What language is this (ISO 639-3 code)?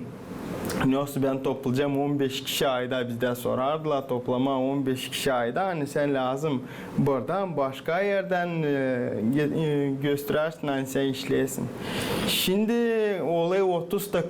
gag